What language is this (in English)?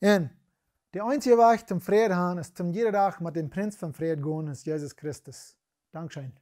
Plautdietsch